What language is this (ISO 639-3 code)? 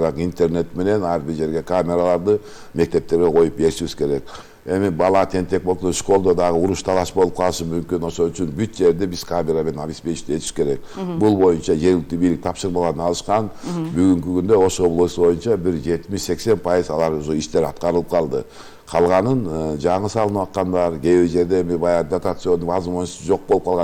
kir